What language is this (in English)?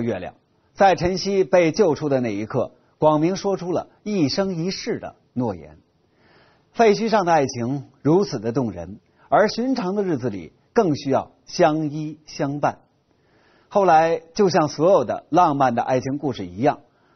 Chinese